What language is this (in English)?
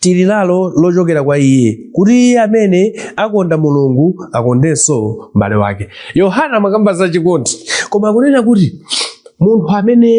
Nyanja